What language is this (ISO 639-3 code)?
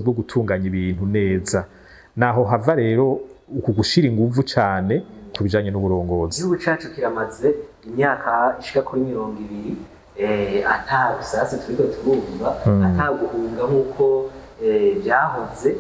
run